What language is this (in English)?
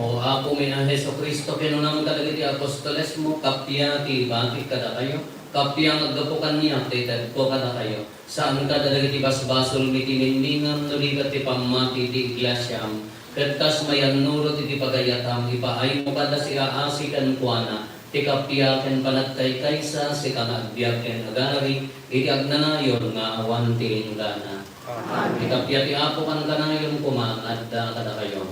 Iloko